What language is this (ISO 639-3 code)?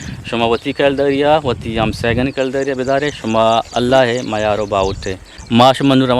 bgp